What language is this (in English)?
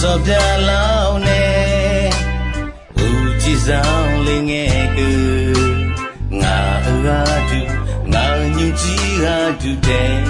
Akha